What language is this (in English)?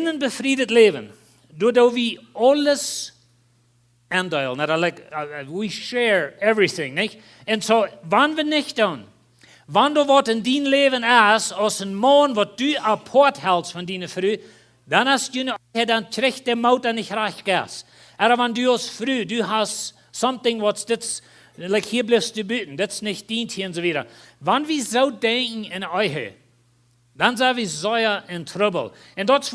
Plautdietsch